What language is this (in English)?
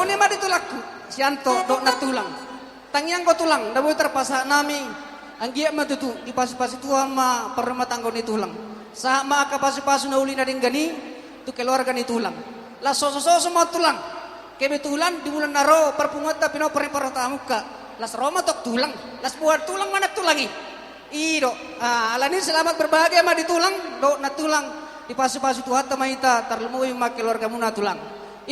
Batak Toba